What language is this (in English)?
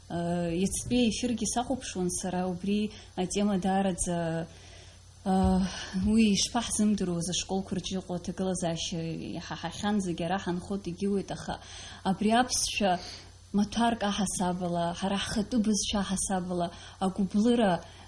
Abkhazian